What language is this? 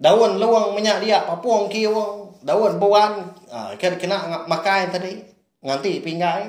Iban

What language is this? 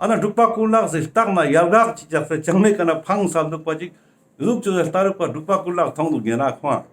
Ladakhi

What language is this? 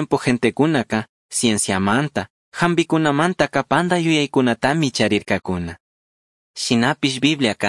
Chimborazo Highland Quichua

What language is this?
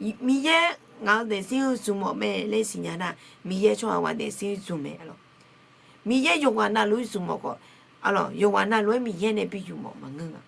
Akha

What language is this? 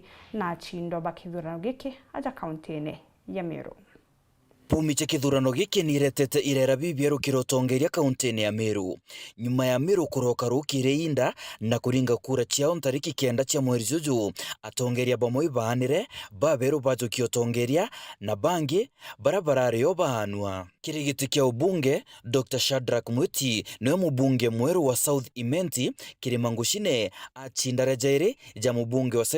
Meru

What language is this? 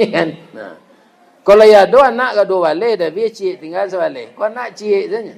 Minangkabau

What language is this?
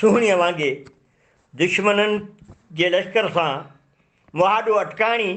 Sindhi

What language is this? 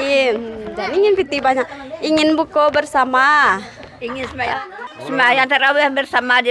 Minangkabau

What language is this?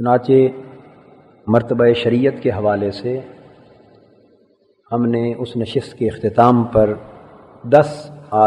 Urdu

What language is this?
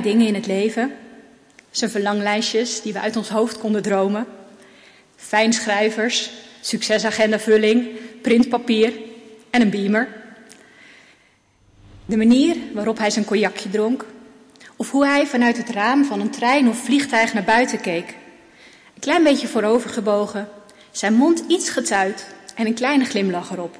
Dutch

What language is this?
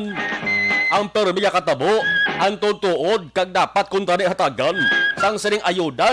Hiligaynon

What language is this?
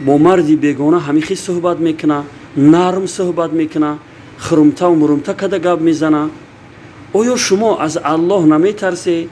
Tajik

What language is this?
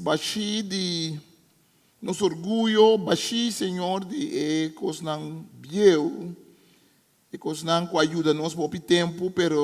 Papiamento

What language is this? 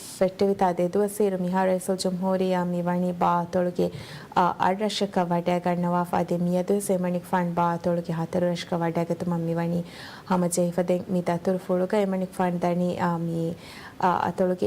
Divehi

